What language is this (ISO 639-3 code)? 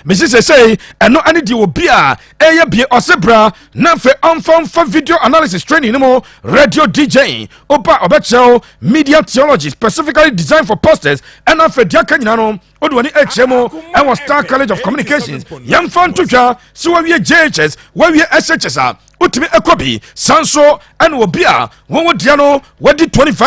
aka